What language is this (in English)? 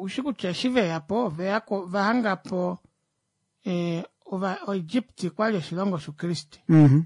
Kuanyama